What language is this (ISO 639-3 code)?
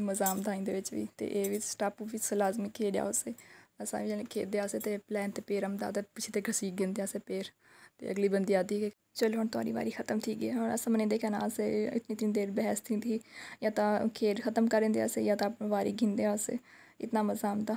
skr